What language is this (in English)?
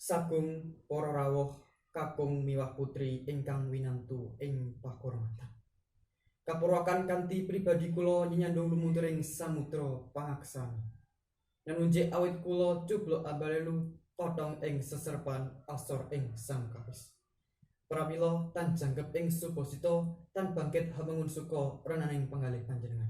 Javanese